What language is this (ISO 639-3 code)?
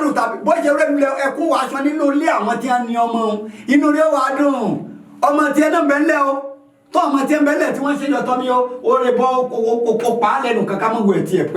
yor